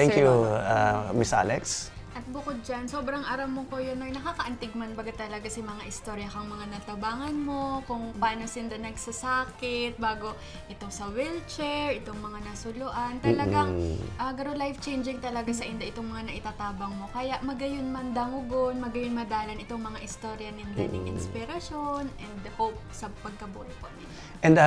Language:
Bikol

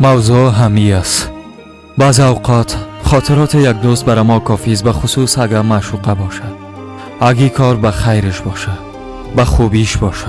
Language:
Persian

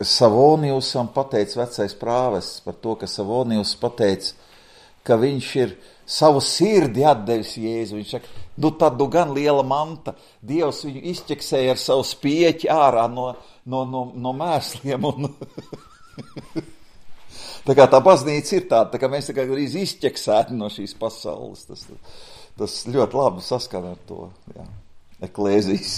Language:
Latvian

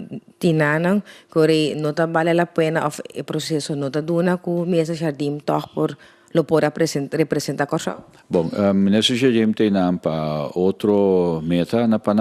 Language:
Papiamento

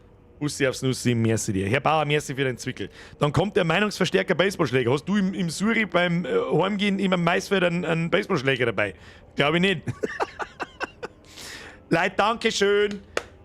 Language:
Bavarian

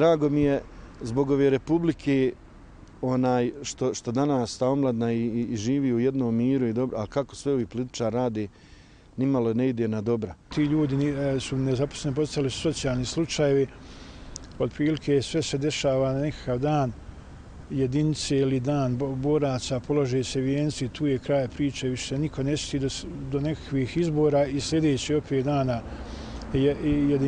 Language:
Bosnian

